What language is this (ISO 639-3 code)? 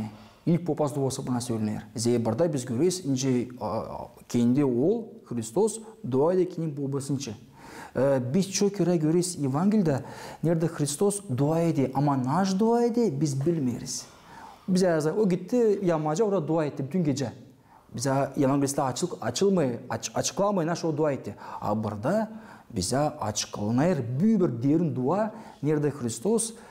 gag